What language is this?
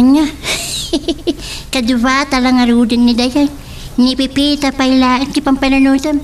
Iloko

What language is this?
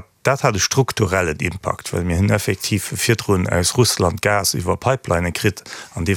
Luxembourgish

